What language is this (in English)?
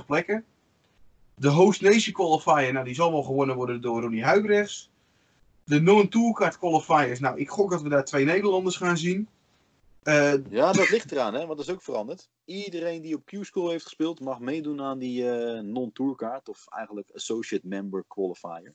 Dutch